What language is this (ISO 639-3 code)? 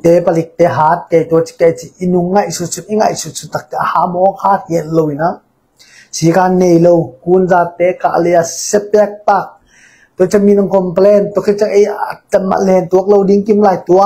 ctd